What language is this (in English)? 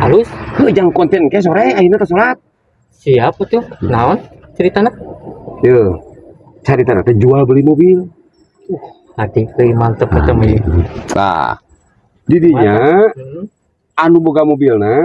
Sundanese